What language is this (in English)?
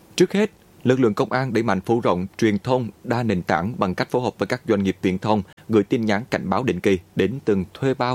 Vietnamese